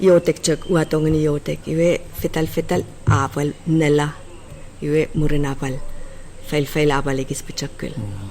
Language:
Chuukese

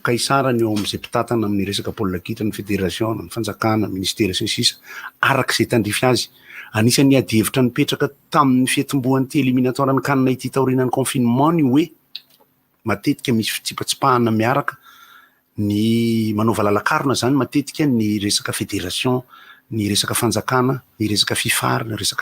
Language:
Malagasy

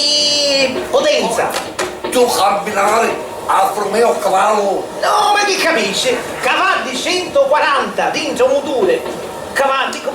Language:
Sicilian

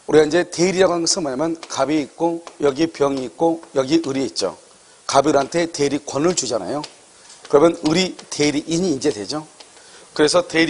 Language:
Korean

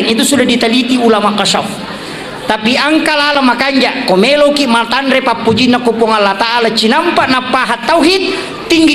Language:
Buginese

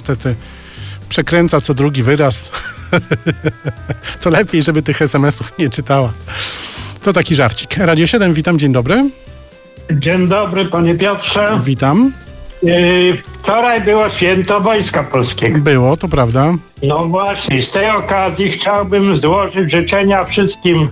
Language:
Polish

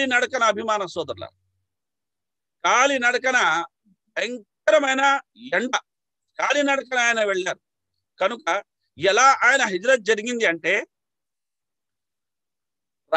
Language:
Telugu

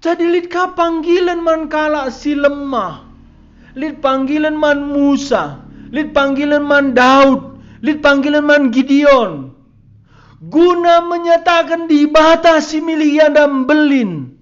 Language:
Batak Karo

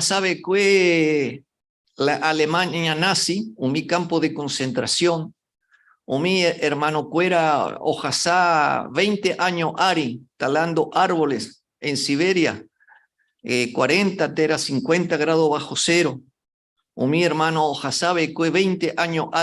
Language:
Guarani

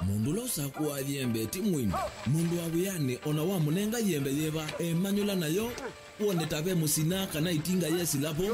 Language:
Kamba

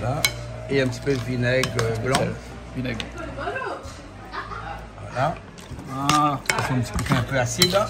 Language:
Réunion Creole French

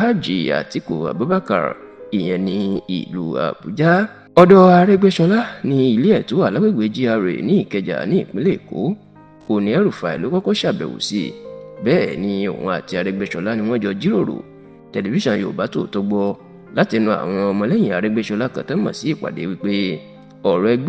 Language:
Yoruba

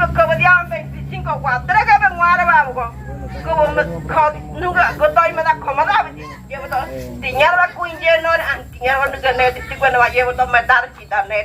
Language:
Ngäbere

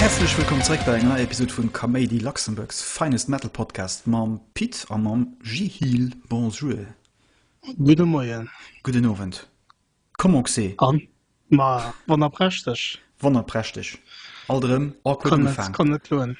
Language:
Luxembourgish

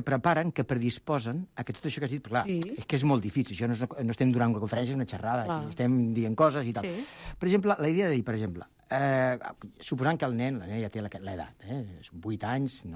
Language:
Catalan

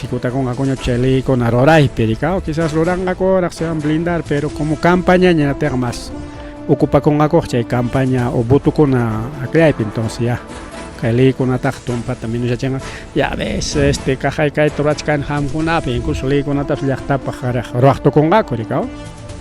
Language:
Ayacucho Quechua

